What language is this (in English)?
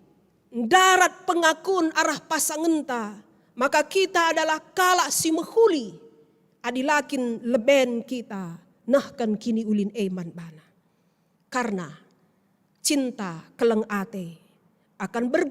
Batak Karo